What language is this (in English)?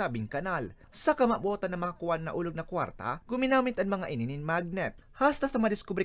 Bikol